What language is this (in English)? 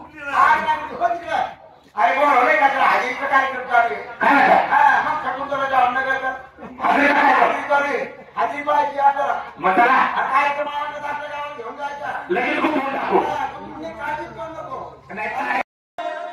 Marathi